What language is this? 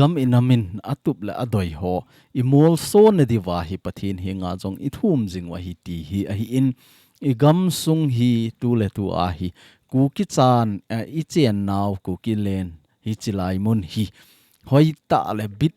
Thado Chin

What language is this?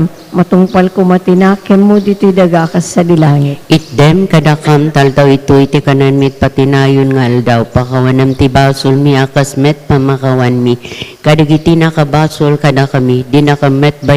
Iloko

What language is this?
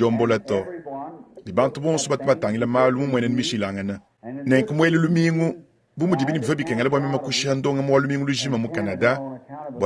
Luba-Lulua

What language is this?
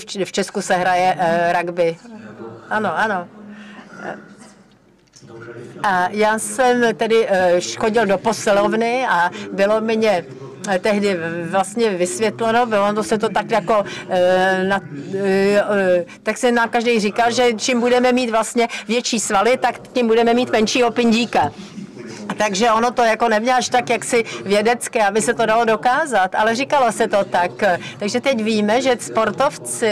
Czech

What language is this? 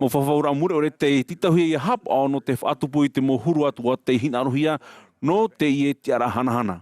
Tahitian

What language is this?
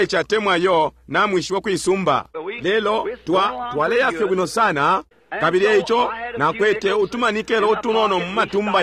Bemba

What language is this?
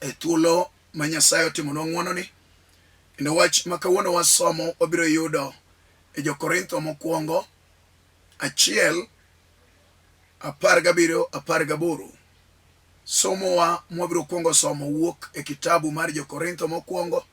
Luo (Kenya and Tanzania)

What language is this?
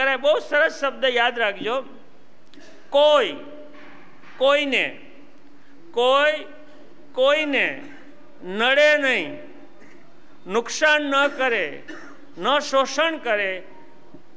Gujarati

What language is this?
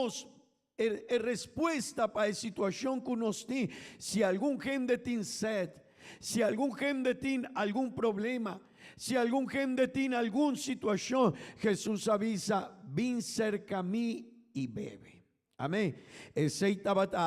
Papiamento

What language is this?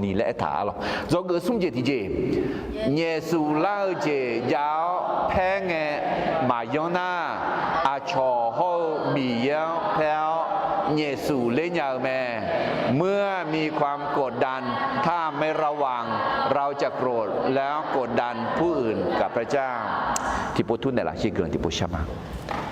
Akha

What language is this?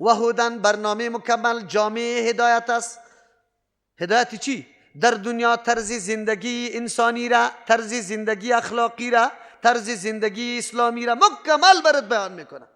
Persian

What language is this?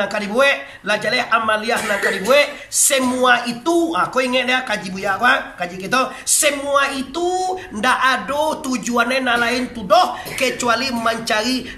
Minangkabau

